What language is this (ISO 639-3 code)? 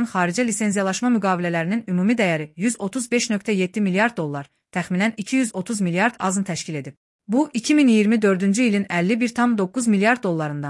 aze